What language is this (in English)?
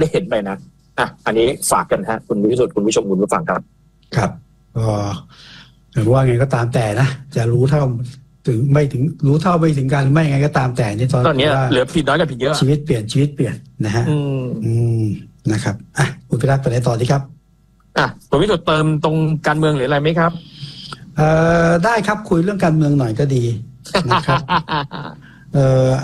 Thai